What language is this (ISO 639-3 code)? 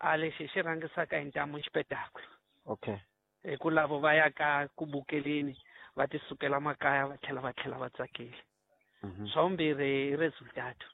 tso